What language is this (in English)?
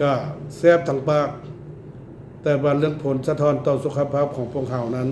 Lao